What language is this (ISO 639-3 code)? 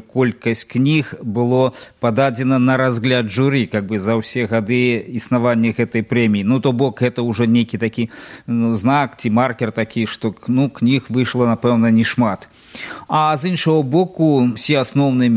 bel